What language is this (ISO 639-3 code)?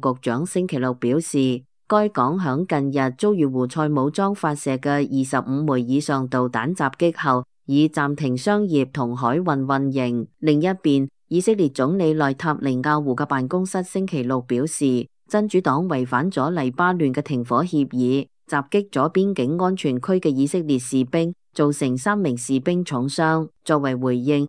yue